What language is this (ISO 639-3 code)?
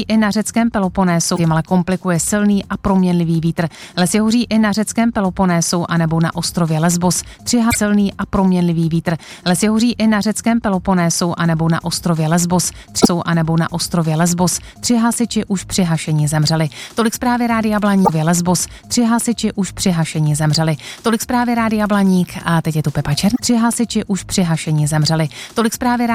ces